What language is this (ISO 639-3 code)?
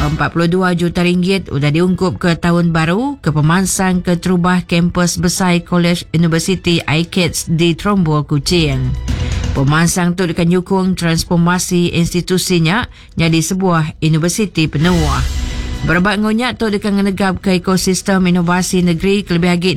iba